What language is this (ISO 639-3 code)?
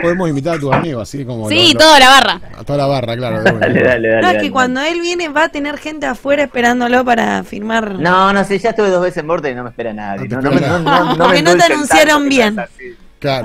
spa